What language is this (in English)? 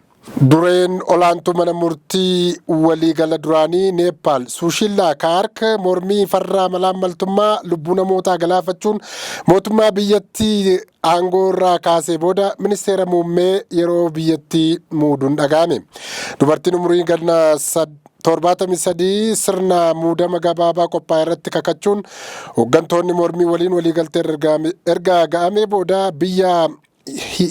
Oromo